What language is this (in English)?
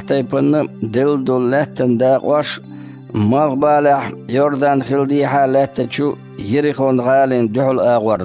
Chechen